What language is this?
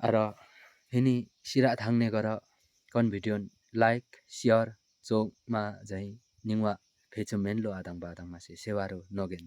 Limbu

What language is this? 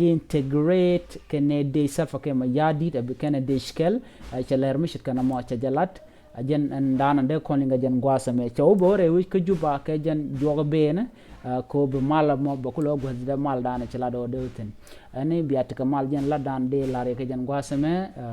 Nuer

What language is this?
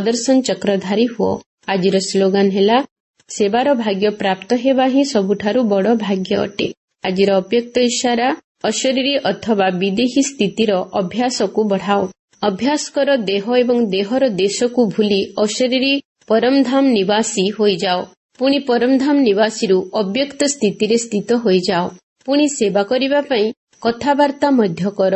Odia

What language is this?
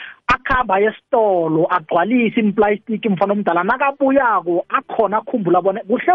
South Ndebele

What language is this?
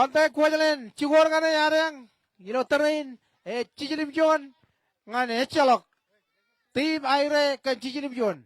Marshallese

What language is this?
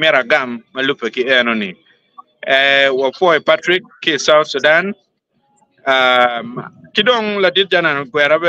Acoli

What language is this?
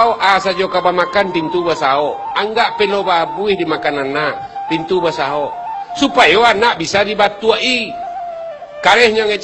Minangkabau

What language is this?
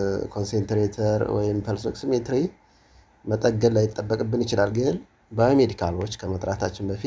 Amharic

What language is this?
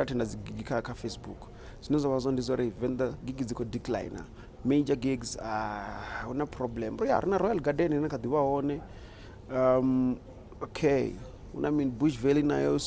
Venda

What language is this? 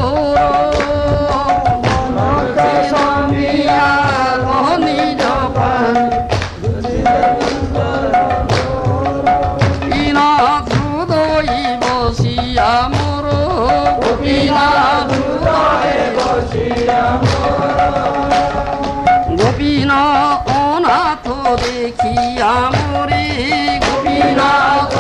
Odia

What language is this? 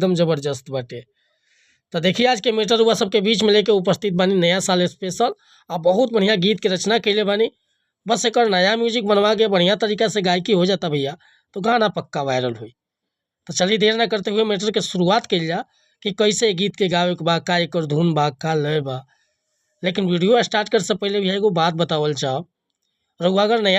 Bhojpuri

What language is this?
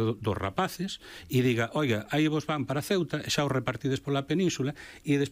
Galician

